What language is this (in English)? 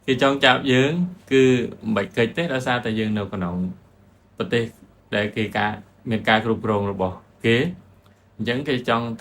Khmer